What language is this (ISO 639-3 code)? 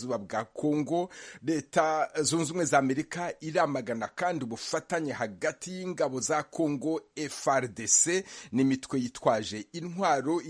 kin